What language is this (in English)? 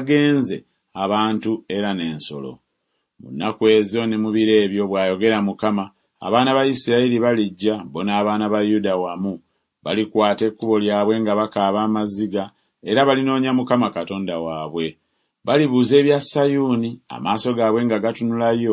Ganda